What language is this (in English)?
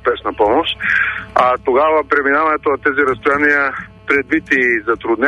Bulgarian